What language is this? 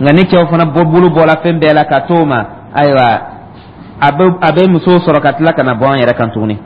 Dyula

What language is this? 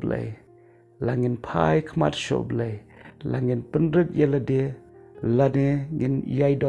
Khasi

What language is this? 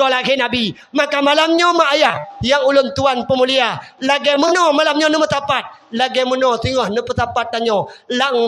Achinese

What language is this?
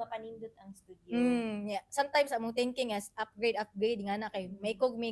Cebuano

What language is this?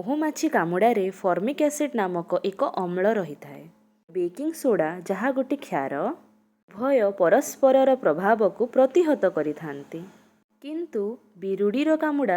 Odia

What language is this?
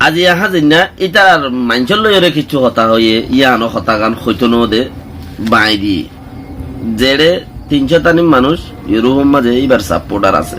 Rohingya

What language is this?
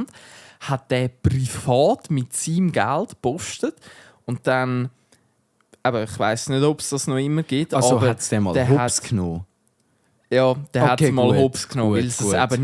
Swiss German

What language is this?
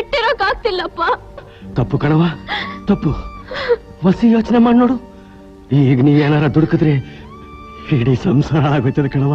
Kannada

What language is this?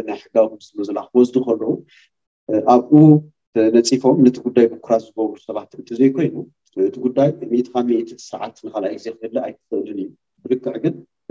Tigrinya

